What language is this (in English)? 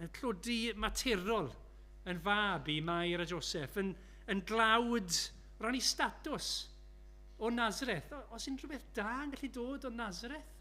Welsh